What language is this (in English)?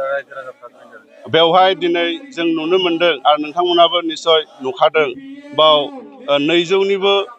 Bodo